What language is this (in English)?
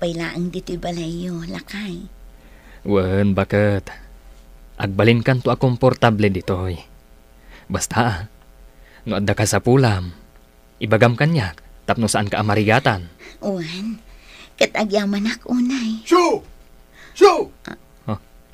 Iloko